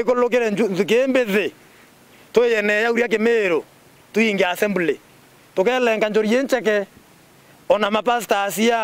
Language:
Meru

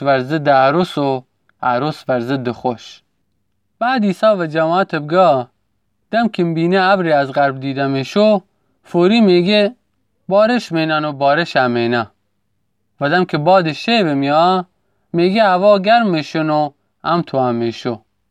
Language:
Gilaki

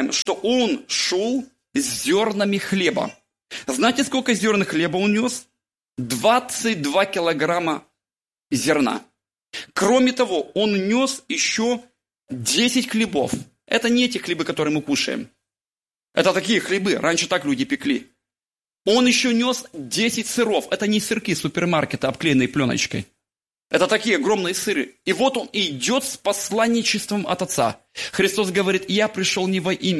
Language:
Russian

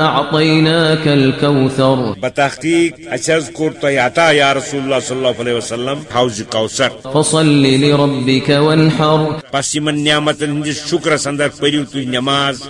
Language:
Kashmiri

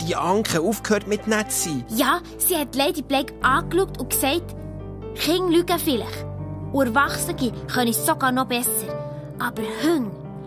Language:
Swiss German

